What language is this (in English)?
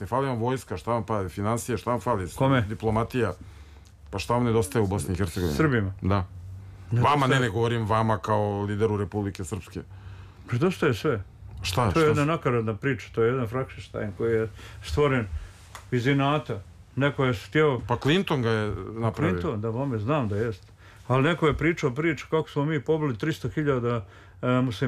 Bosnian